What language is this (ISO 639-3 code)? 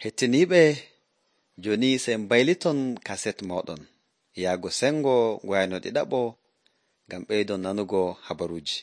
fuv